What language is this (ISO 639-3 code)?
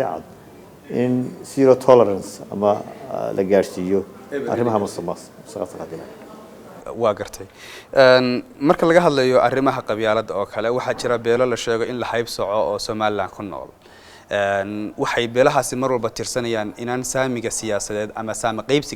som